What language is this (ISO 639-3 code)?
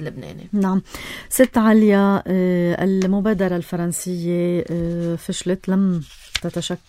apc